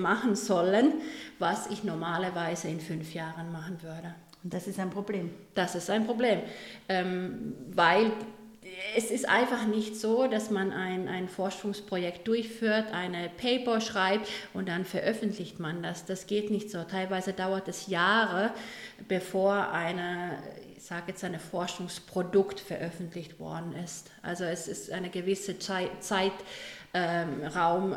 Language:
German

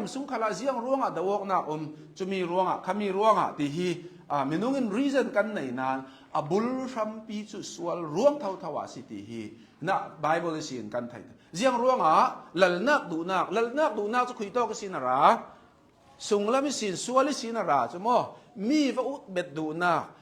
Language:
Hakha Chin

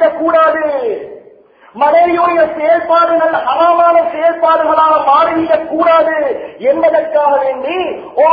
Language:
Tamil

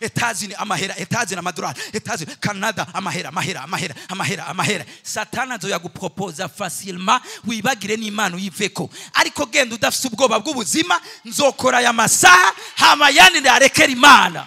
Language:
Rundi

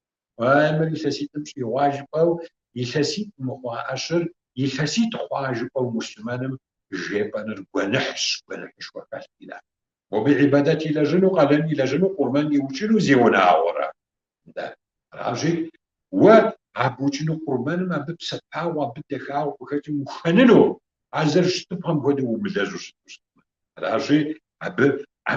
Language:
Kabardian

